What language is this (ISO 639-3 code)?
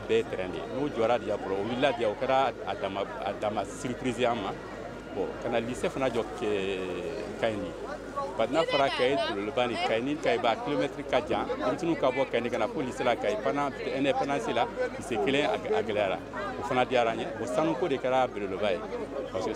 bam